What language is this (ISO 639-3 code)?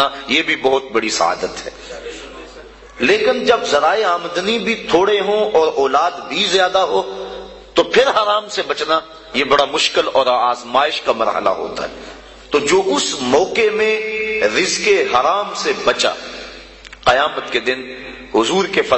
urd